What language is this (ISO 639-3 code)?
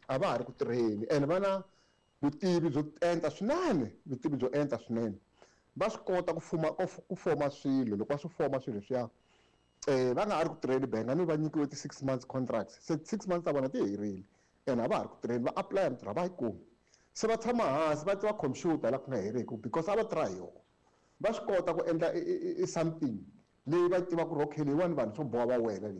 tso